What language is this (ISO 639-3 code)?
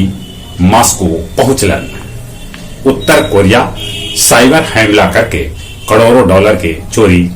mag